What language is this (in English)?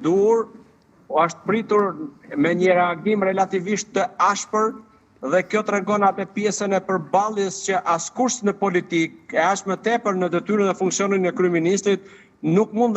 Albanian